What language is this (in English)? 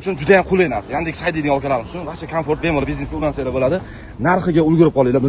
Uzbek